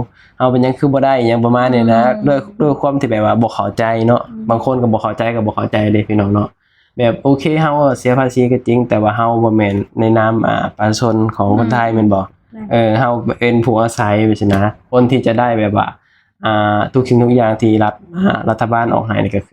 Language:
Lao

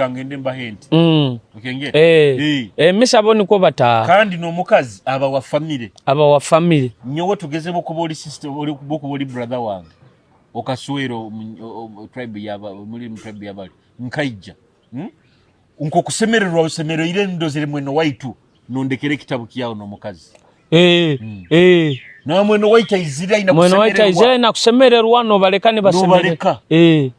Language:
Nyoro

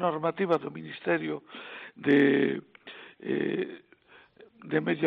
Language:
Galician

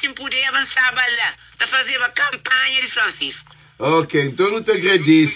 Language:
Kabuverdianu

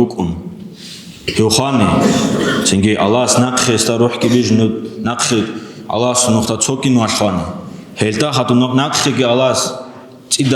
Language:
Avaric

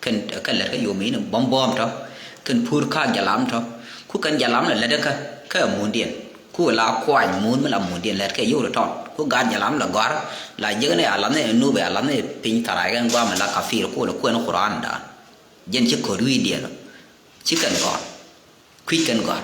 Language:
Nuer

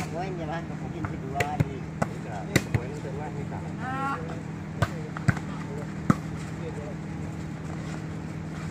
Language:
Indonesian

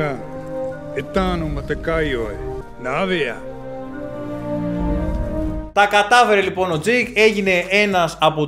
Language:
Greek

